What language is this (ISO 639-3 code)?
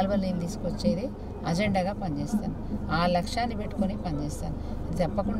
tel